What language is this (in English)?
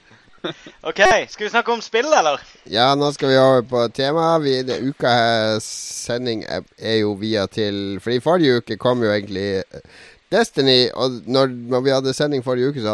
Norwegian